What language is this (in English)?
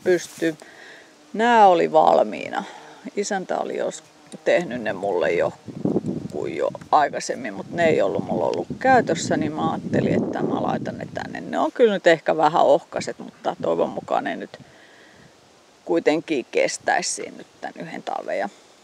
Finnish